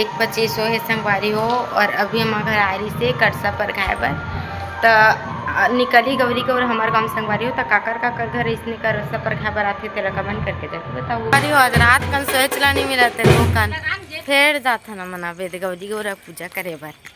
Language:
Chhattisgarhi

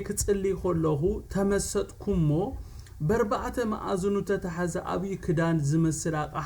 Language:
Tigrinya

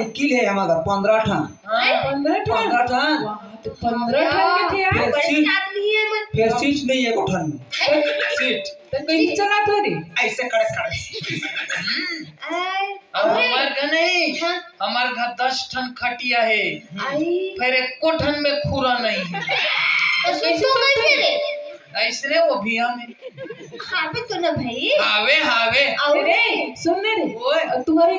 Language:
Chhattisgarhi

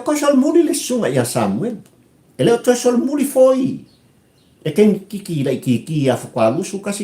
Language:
Samoan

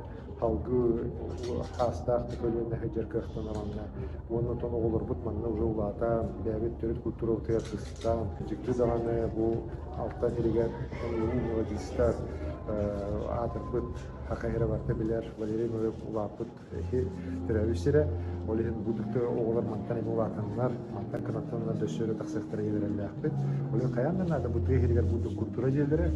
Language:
Yakut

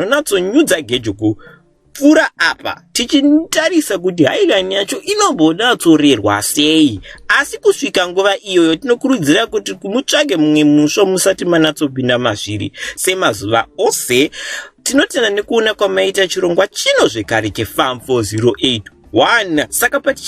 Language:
Shona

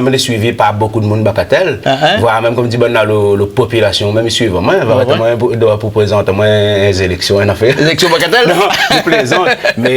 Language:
Réunion Creole French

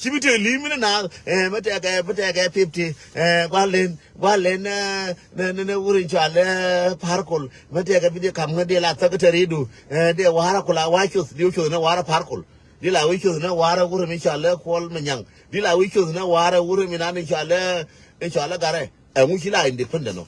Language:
Nuer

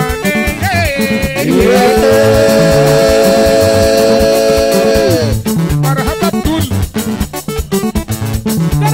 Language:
Swahili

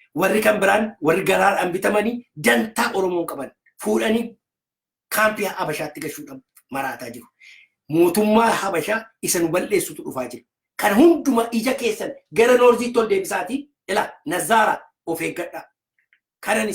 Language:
Oromo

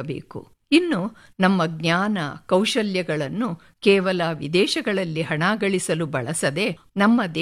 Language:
Kannada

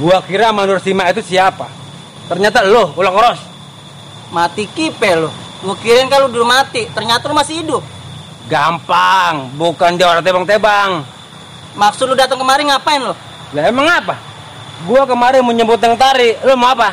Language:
Betawi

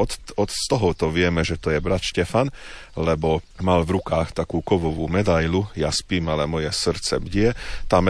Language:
Slovak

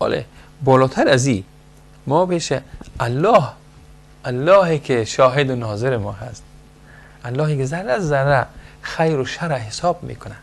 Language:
Persian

